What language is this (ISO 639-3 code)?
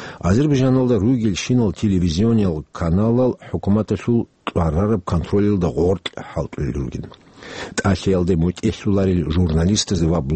ava